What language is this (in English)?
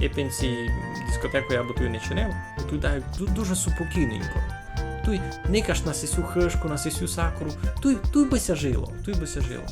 Rusyn